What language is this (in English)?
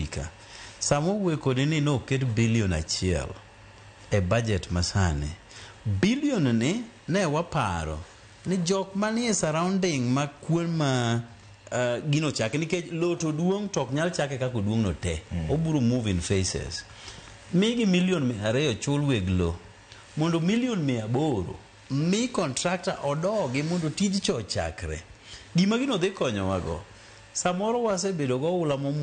Luo (Kenya and Tanzania)